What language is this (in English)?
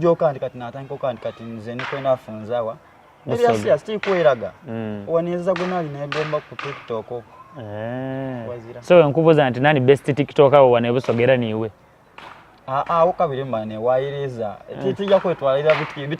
Soga